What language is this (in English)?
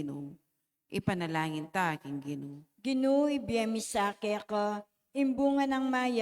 Pampanga